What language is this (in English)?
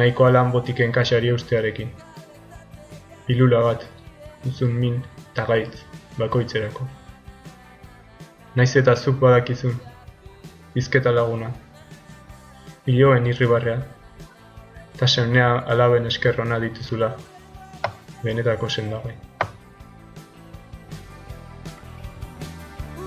Basque